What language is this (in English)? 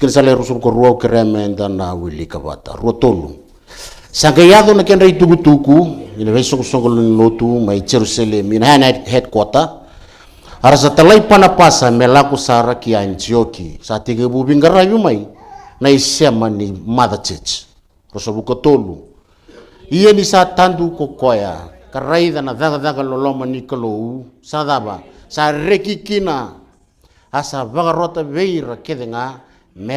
Fijian